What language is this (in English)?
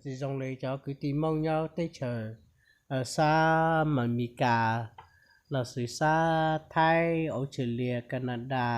Hmong